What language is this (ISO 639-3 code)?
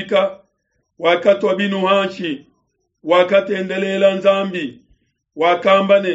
lua